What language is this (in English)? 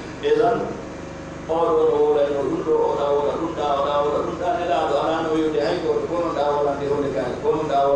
Pular